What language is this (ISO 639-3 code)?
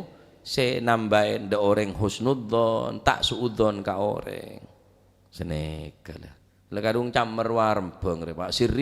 mad